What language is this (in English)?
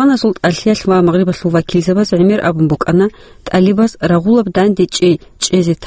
Avaric